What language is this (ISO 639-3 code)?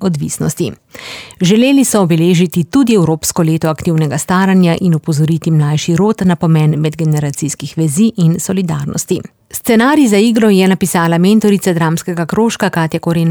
slv